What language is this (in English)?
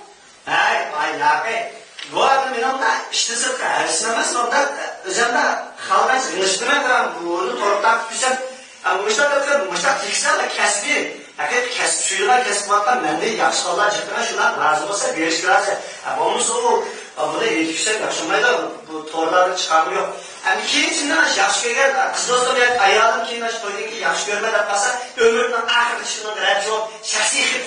Uyghur